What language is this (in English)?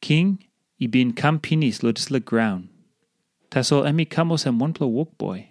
Tok Pisin